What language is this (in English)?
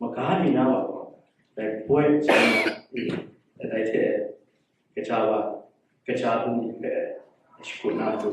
Kachin